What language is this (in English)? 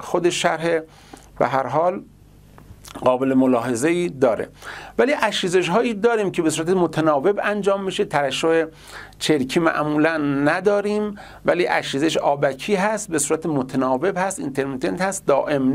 Persian